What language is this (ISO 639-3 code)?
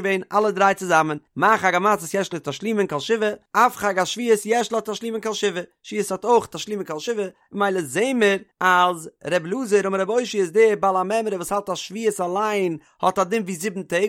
yid